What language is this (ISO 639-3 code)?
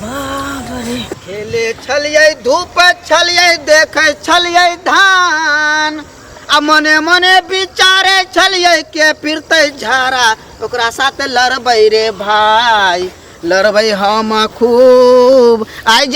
mai